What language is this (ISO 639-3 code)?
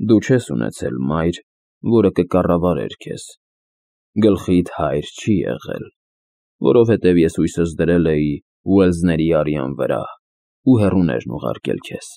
hye